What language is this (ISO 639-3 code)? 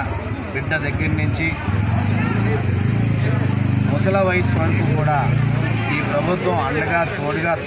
tel